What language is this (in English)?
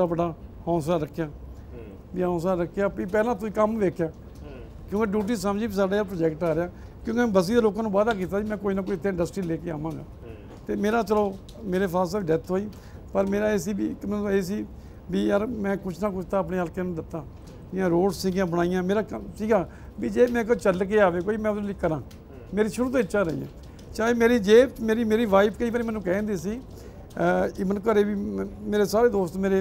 Punjabi